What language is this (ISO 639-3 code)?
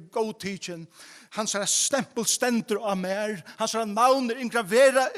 fao